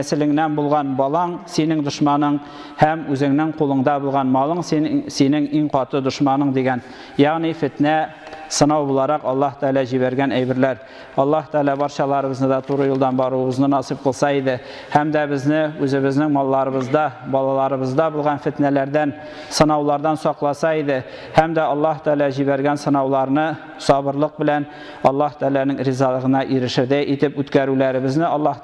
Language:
Tatar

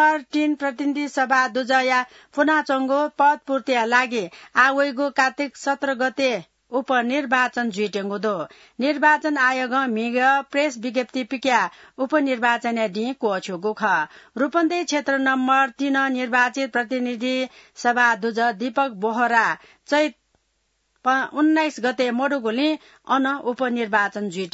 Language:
Newari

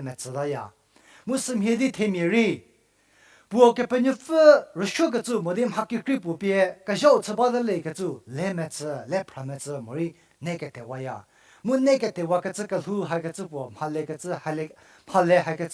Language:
Angami Naga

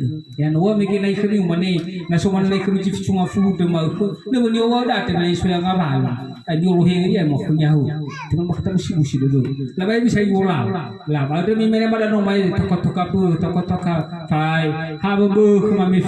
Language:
Nias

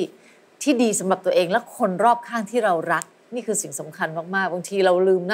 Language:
Thai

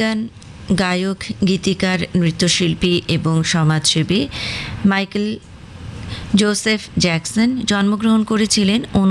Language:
Bangla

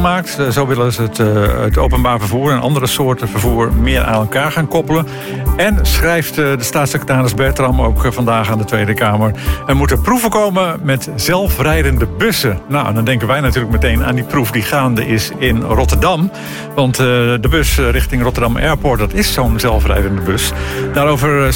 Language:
Dutch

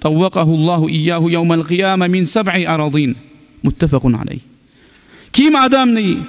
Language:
Kumyk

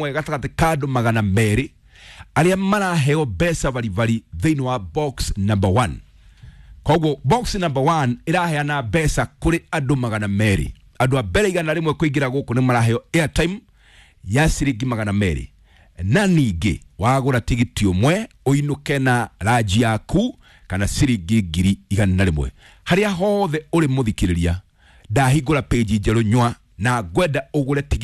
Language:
Kikuyu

